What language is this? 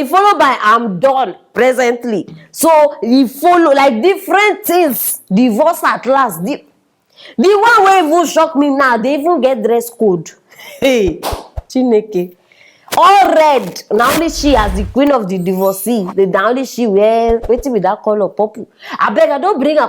Nigerian Pidgin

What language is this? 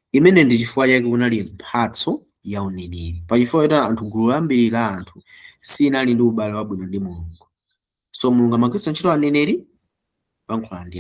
Nyanja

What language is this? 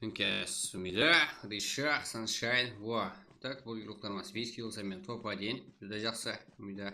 Kara-Kalpak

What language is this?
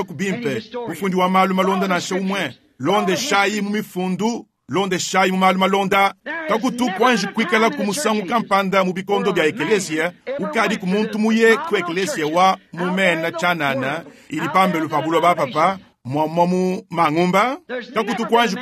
Luba-Lulua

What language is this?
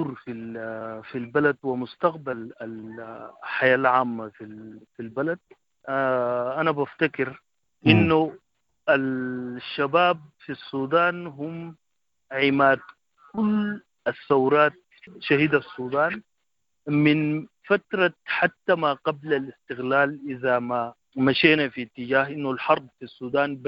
Sudanese Arabic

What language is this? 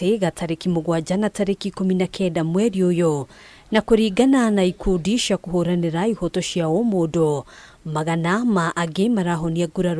Kikuyu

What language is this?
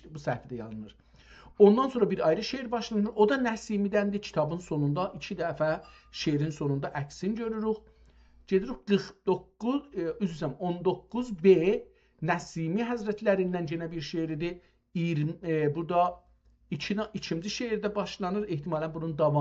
South Azerbaijani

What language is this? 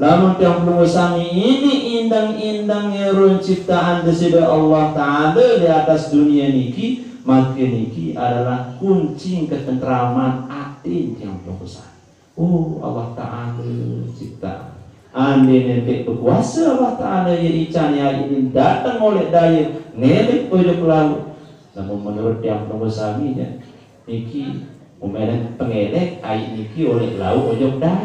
Sasak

